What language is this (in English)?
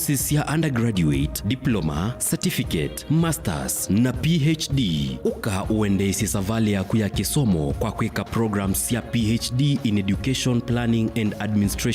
Kamba